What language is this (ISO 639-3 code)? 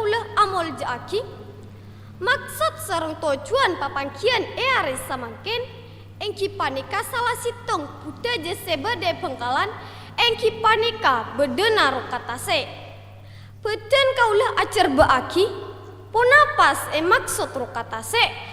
mad